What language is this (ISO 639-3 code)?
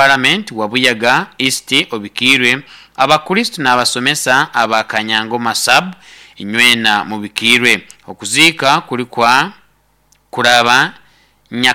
nyn